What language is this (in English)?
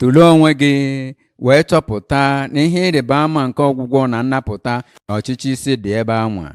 Igbo